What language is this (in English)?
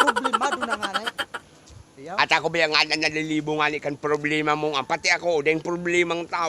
Bikol